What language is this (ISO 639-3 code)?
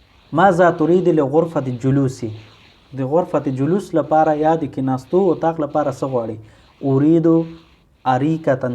pus